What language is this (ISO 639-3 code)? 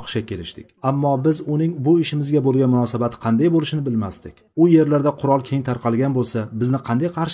uzb